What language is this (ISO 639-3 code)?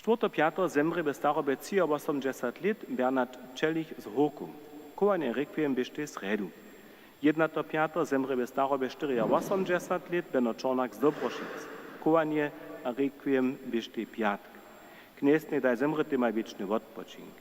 hsb